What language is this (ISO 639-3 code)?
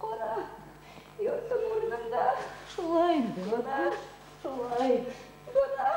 bak